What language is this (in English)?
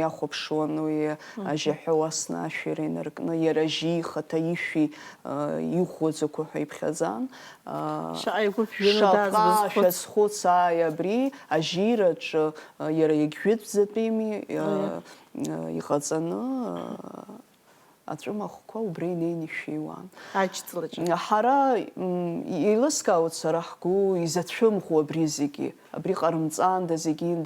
Abkhazian